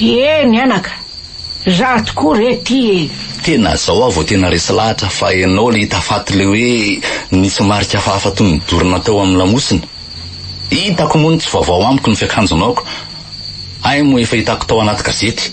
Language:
Malagasy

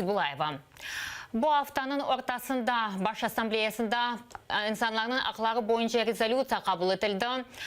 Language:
Crimean Tatar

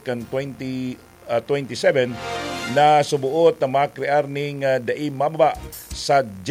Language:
Bikol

